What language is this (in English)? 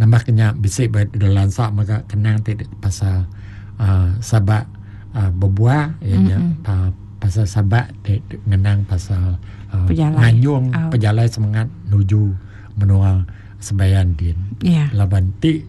Iban